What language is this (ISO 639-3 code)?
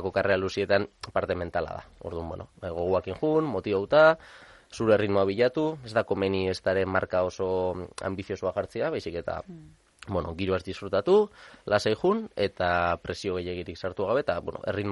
eus